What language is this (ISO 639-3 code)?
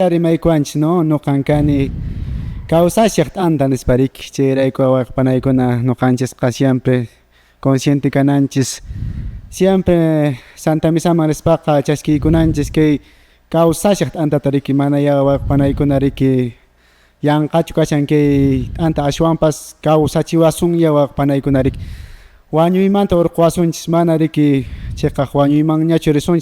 que